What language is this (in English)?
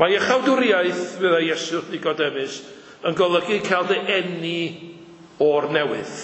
Welsh